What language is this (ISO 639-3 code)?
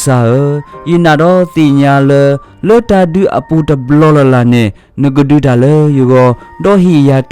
ksw